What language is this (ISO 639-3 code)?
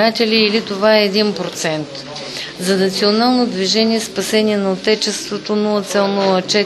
bul